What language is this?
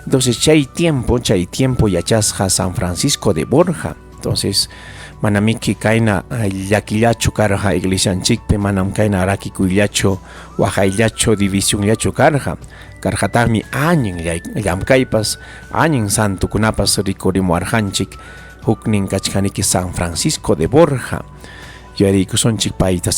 Ayacucho Quechua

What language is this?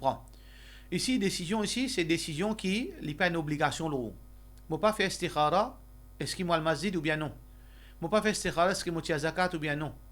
Morisyen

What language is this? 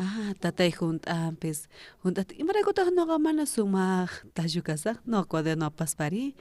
South Bolivian Quechua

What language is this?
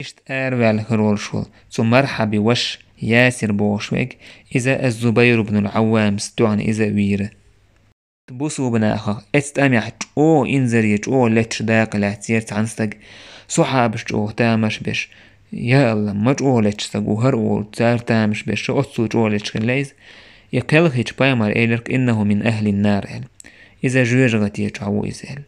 Chechen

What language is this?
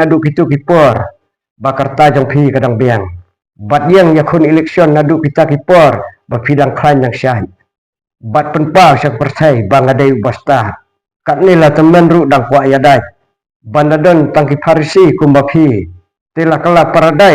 Khasi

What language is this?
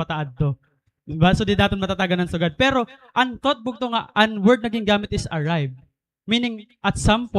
Waray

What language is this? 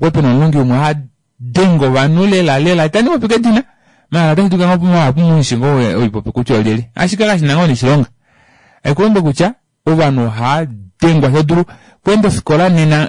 Kuanyama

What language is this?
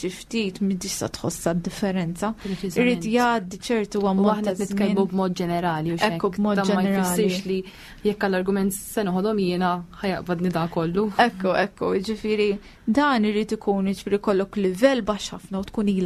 Maltese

